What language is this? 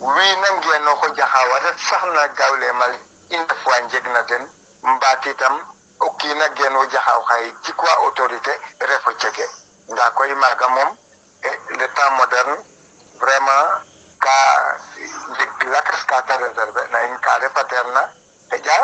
Serer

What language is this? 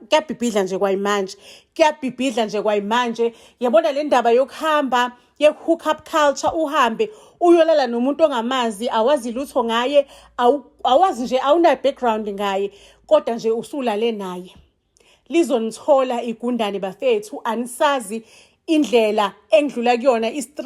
Zulu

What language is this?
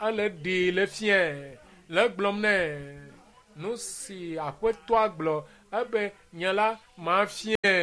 Ewe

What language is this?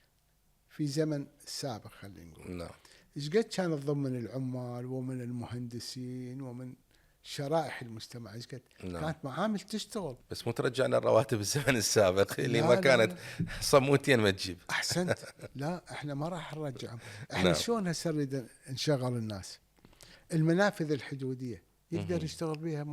Mesopotamian Arabic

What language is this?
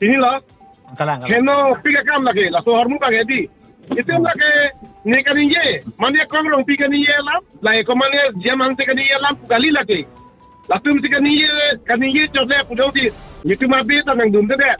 Karbi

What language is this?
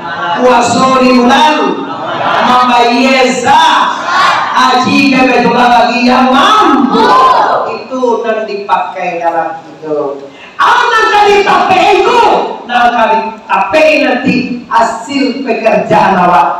Minangkabau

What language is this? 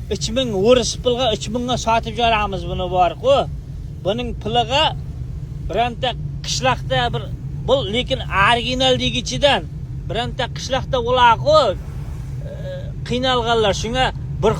Uzbek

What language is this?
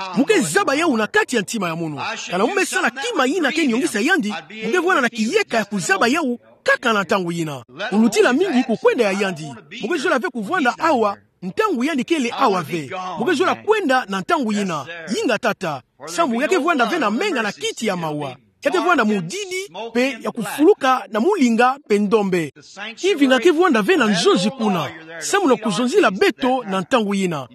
Kituba (Democratic Republic of Congo)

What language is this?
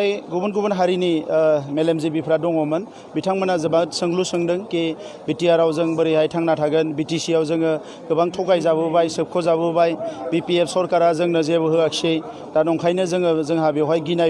Bodo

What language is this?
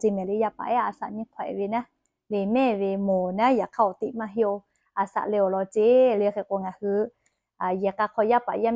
Lahu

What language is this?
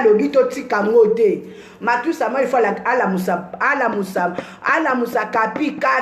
Lingala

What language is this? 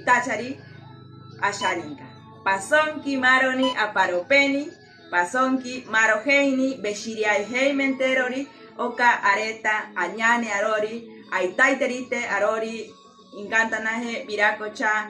Asháninka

